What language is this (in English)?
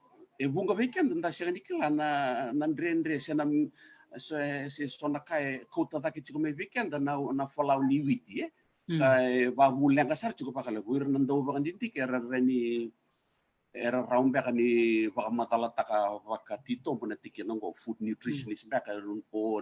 Fijian